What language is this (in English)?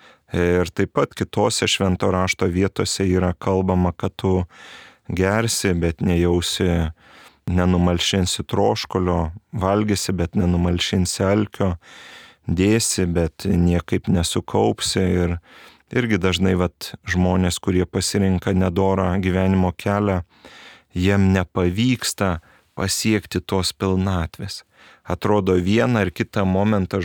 Lithuanian